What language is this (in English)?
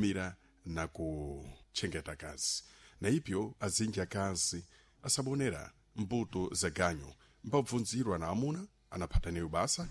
Sena